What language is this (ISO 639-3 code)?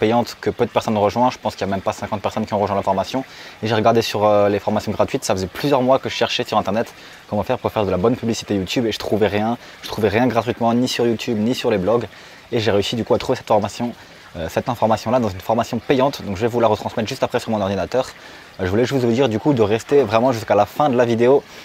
fra